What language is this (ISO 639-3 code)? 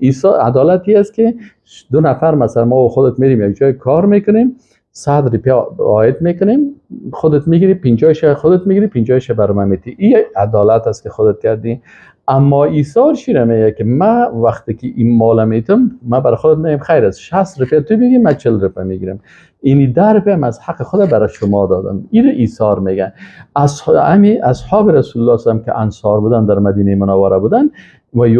fas